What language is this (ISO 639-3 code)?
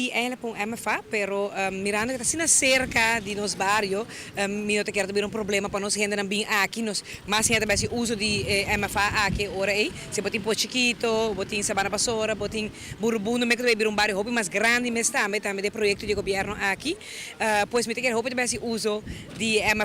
pap